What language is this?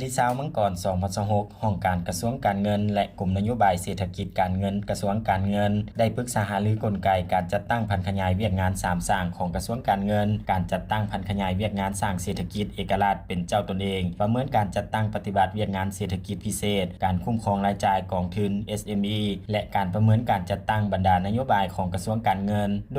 Lao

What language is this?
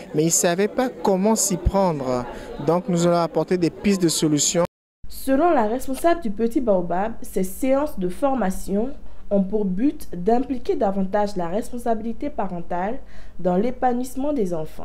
French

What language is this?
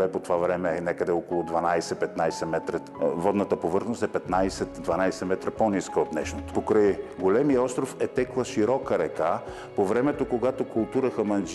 Bulgarian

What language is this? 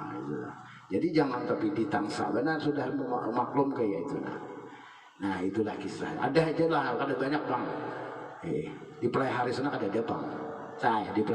Banjar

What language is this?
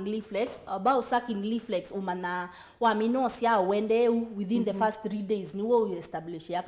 Kamba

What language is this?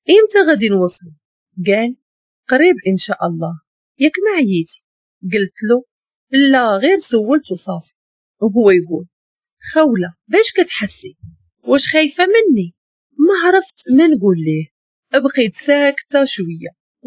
Moroccan Arabic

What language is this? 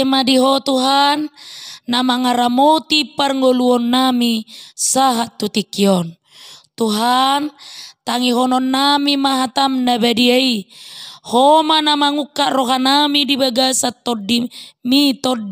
Batak Toba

